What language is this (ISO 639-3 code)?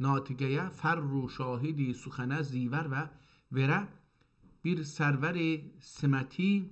azb